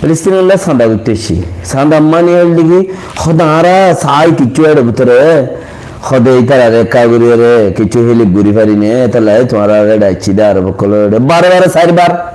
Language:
Rohingya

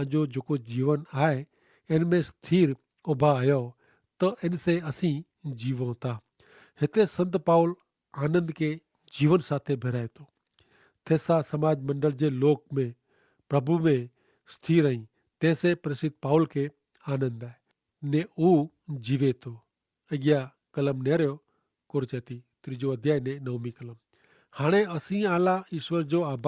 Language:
Kachhi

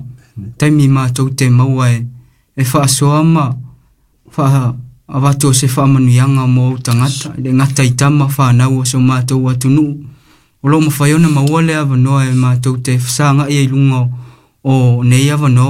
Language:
Samoan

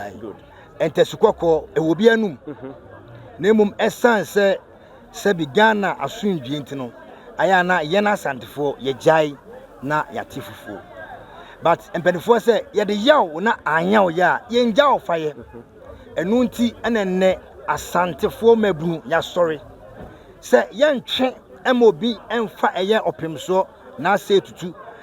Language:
Akan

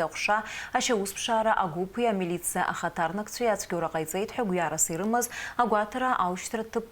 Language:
Abkhazian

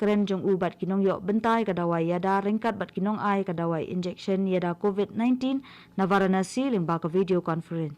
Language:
Khasi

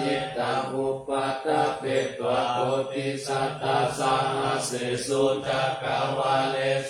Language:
Pali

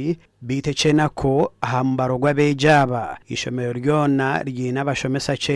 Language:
Nyankole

